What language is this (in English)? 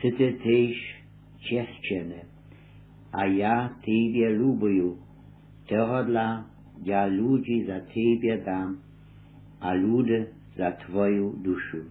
Upper Sorbian